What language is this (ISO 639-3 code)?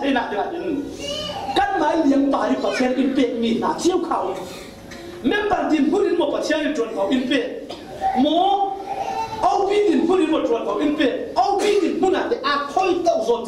cfm